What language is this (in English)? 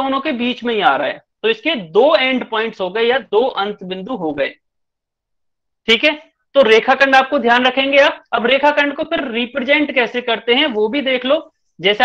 Hindi